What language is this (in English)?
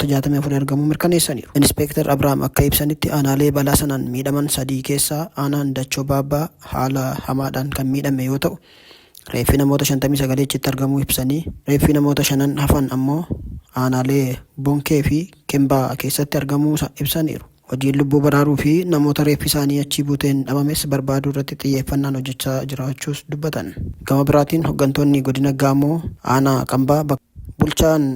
Oromo